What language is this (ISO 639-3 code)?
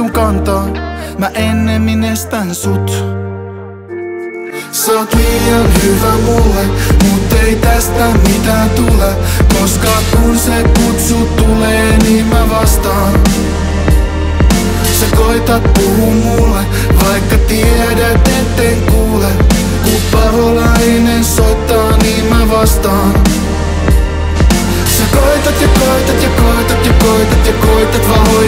fin